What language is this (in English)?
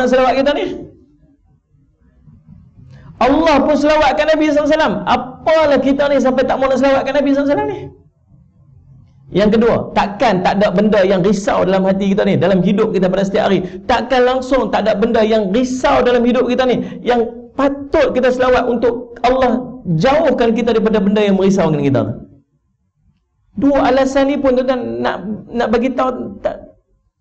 Malay